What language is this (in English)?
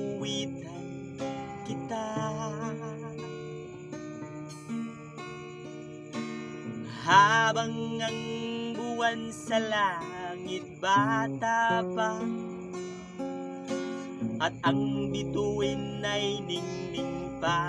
Filipino